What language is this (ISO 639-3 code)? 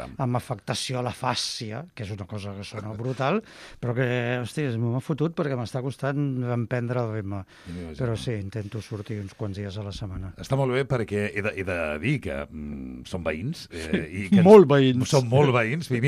cat